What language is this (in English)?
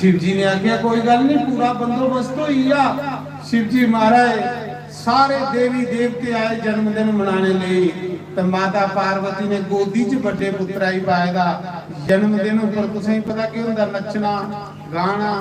Dogri